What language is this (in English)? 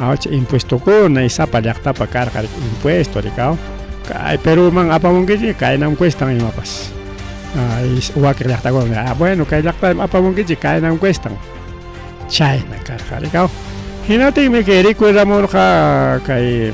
Ayacucho Quechua